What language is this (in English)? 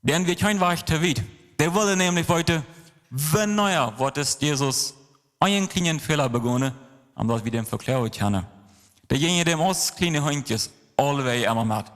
Plautdietsch